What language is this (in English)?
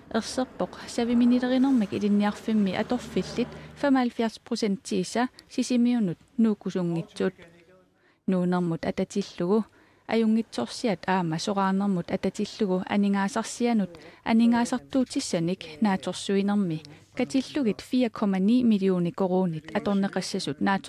Kalaallisut